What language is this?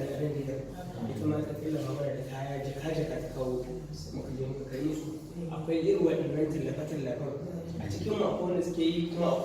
Hausa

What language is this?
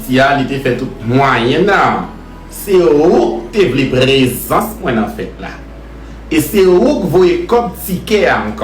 Haitian Creole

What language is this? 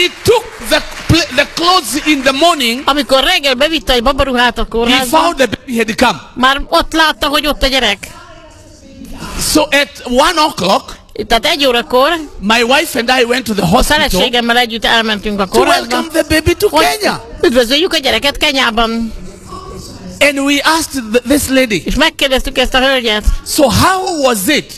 Hungarian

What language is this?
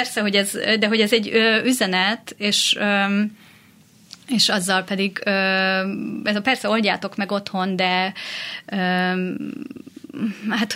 Hungarian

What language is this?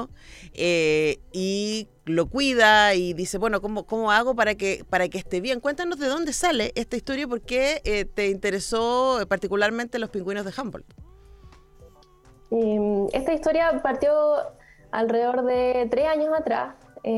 Spanish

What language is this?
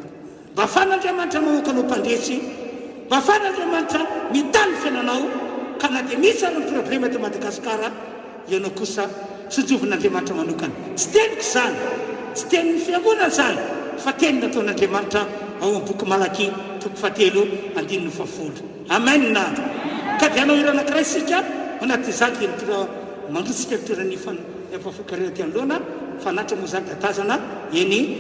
Malagasy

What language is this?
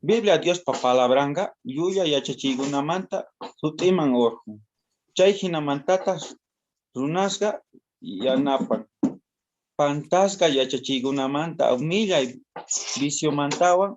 South Bolivian Quechua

